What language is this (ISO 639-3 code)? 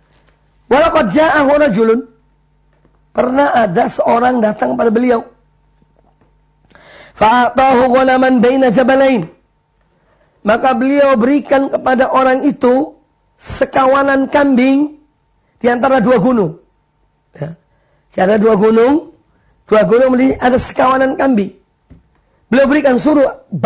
ind